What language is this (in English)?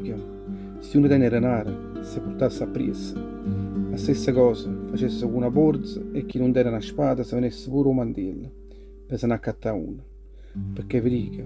Neapolitan